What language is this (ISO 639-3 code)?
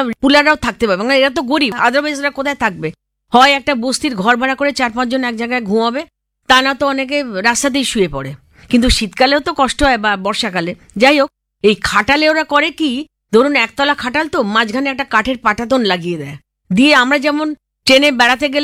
ben